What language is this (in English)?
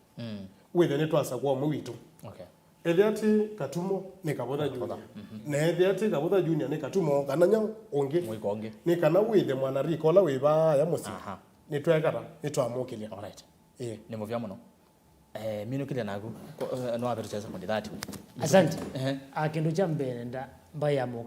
Kamba